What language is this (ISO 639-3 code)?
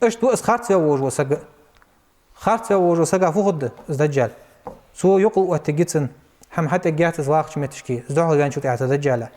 inh